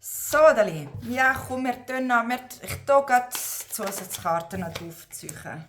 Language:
Swiss German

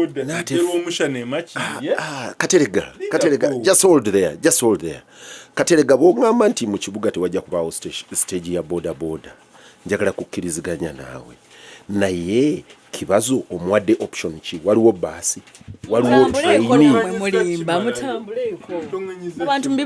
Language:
Ganda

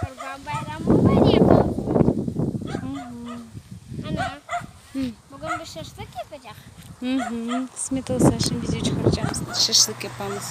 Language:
Crimean Tatar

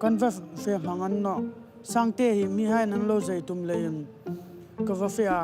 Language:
Hmar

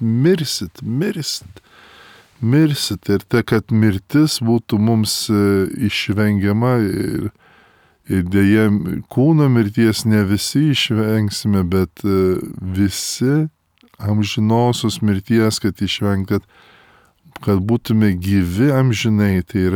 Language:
Lithuanian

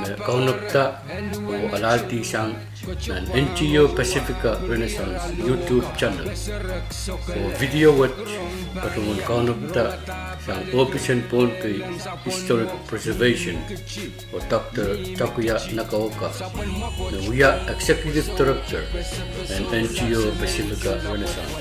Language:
Pohnpeian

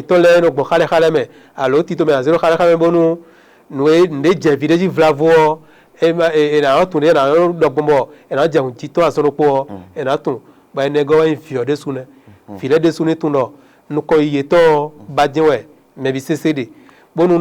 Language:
Fon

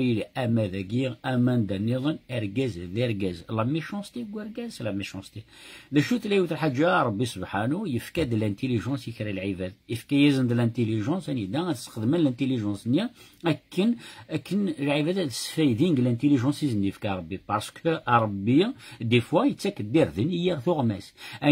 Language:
Kabyle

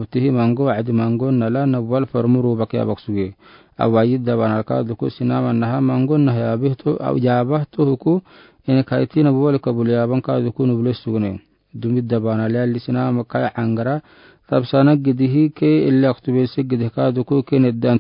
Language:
Afar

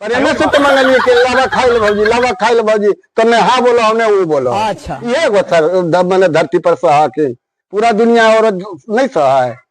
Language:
Magahi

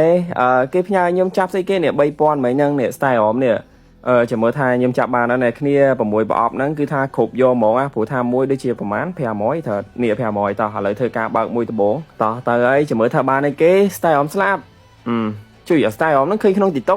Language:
Khmer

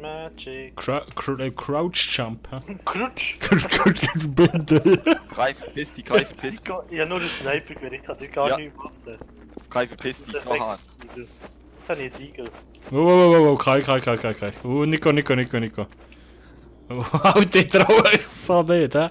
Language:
Swiss German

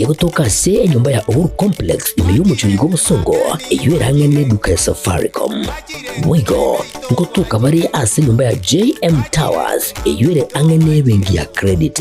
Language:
Gusii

